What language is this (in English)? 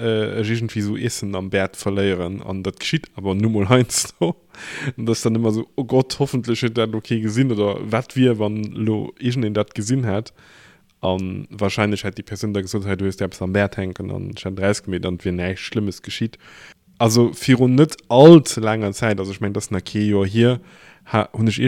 Luxembourgish